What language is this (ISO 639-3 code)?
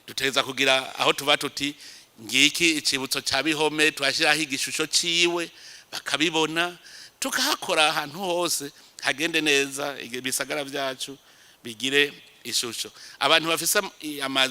run